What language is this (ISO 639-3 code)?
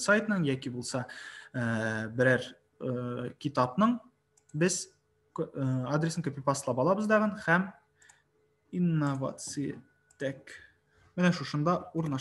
tat